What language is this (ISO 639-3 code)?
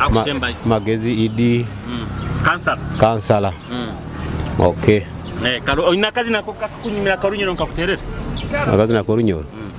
nyo